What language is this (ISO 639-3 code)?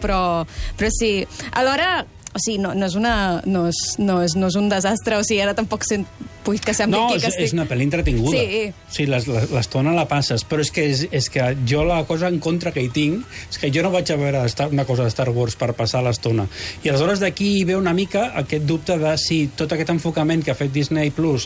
cat